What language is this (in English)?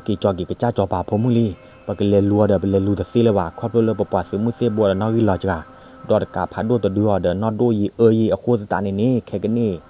S'gaw Karen